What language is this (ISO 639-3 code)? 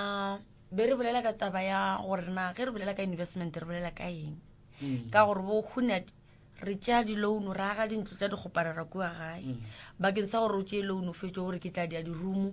nso